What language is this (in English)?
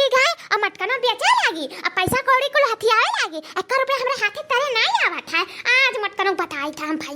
Awadhi